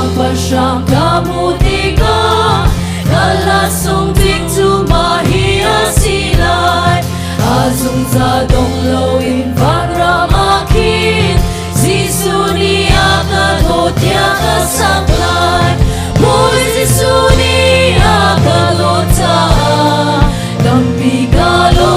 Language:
Hakha Chin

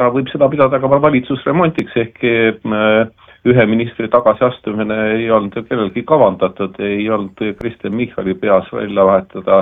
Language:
Estonian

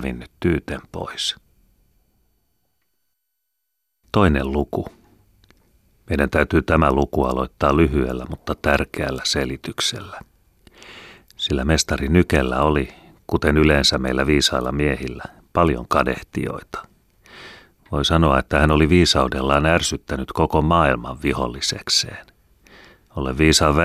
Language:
Finnish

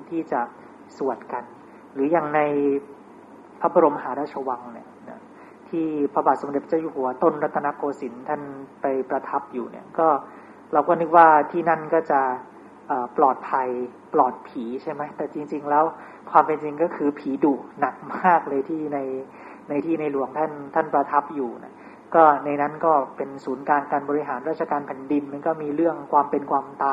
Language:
Thai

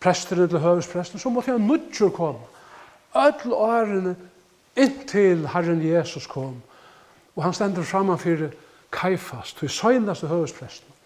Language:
Faroese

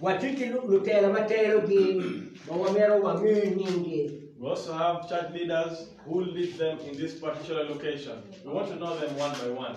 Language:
Acoli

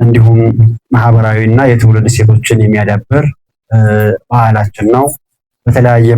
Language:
Amharic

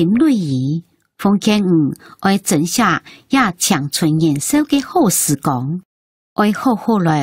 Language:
Hakka Chinese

